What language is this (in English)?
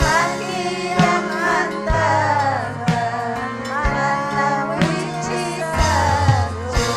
Ayacucho Quechua